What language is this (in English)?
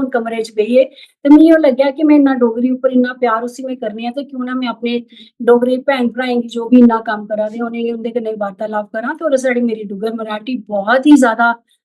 Dogri